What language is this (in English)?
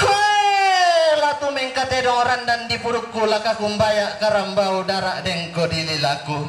Toraja-Sa'dan